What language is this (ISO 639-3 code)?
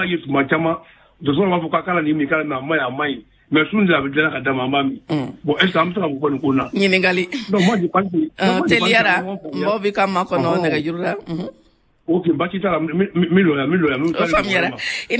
bam